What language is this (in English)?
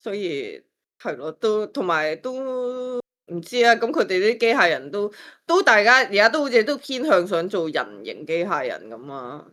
Cantonese